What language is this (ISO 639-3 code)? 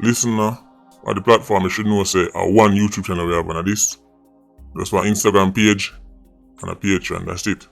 jam